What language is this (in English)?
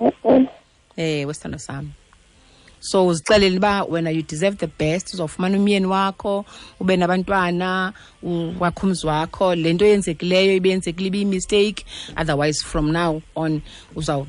Xhosa